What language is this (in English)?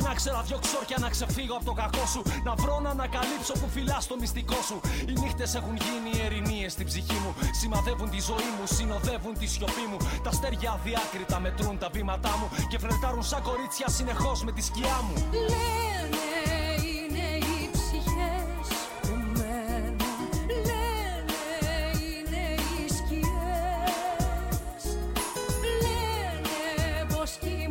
Greek